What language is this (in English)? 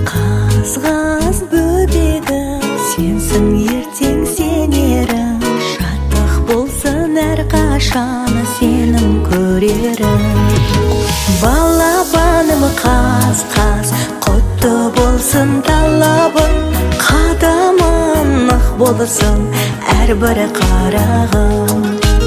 Kazakh